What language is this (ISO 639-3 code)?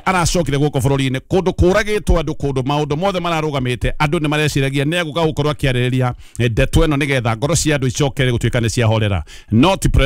kik